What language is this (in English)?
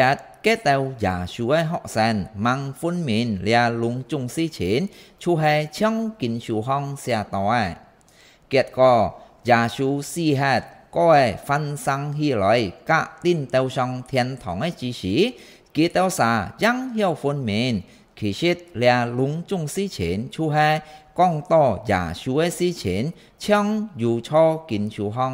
Hakka Chinese